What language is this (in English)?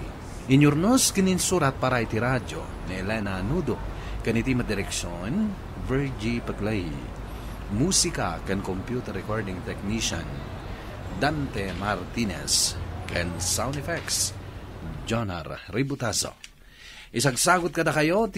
Iloko